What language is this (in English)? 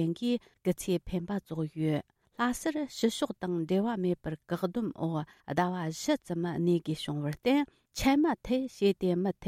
Tibetan